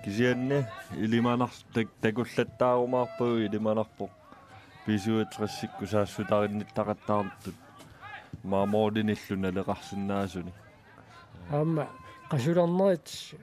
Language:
Kalaallisut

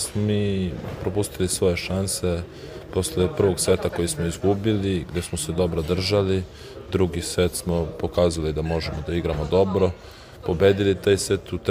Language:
Serbian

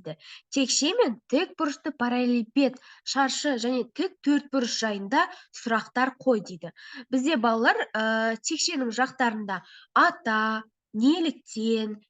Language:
Kazakh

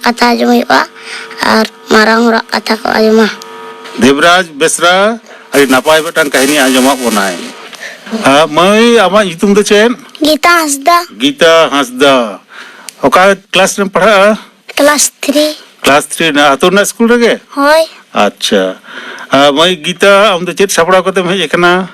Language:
Santali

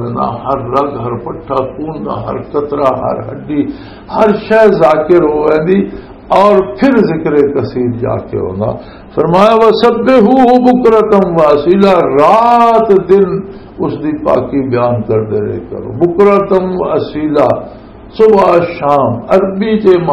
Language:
Western Panjabi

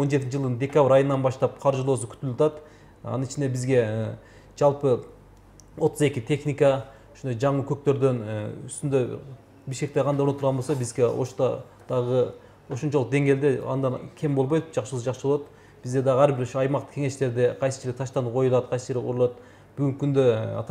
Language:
Kyrgyz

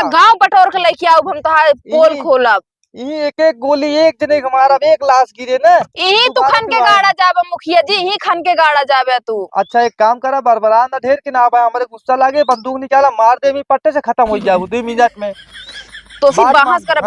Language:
Awadhi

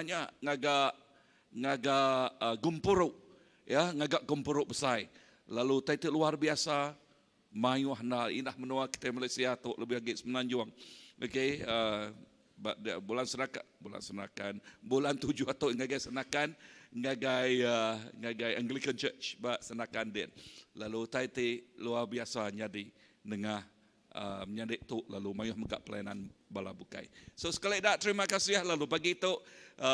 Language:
Iban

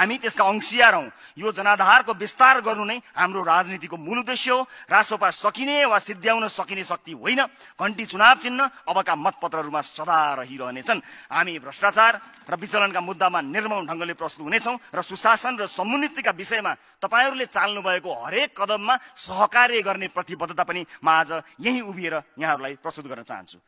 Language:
Nepali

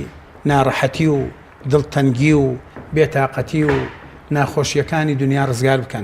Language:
Central Kurdish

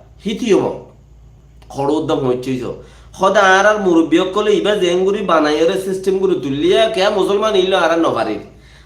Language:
Rohingya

